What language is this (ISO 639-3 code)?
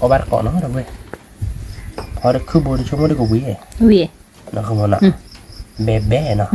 ksw